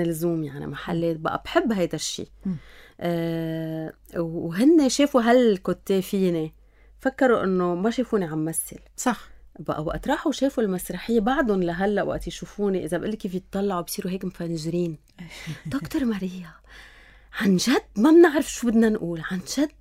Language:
North Levantine Arabic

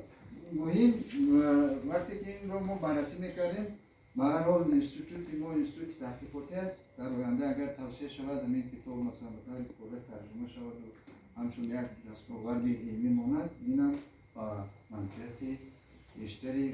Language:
Tajik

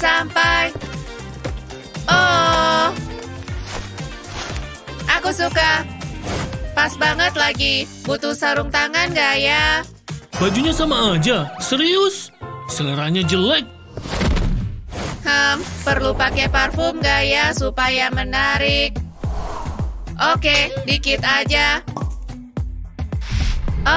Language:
Indonesian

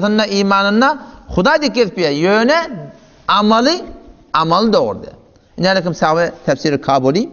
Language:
Turkmen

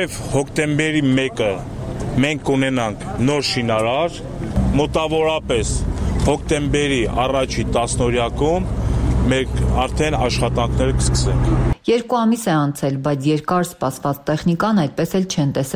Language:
Armenian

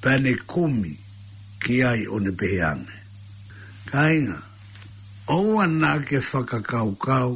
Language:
Tongan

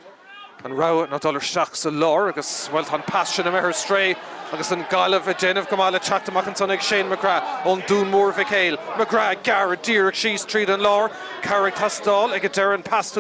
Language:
Irish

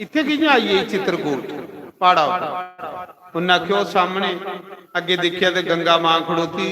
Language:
Dogri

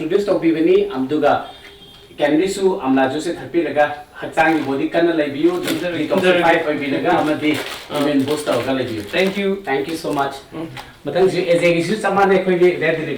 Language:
Manipuri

